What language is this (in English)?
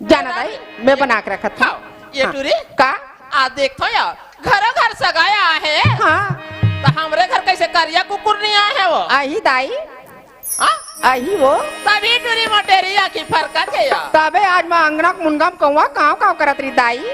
Chhattisgarhi